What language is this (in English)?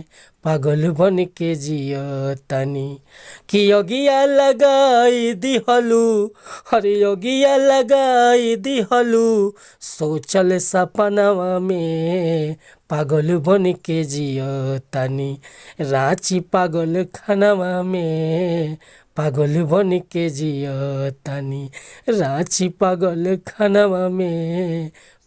Bhojpuri